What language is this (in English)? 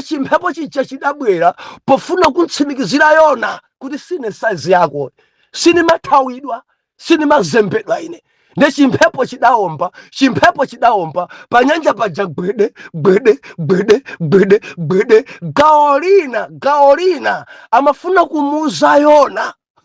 Nyanja